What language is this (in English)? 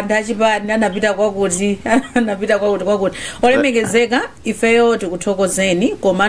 Nyanja